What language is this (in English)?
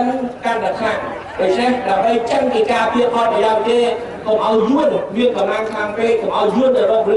Khmer